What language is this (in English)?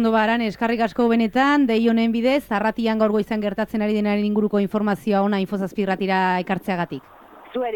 Basque